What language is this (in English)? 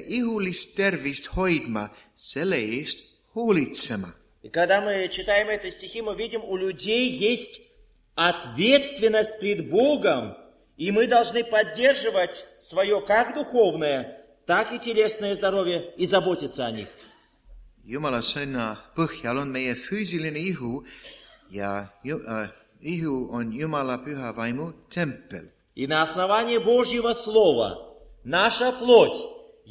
Estonian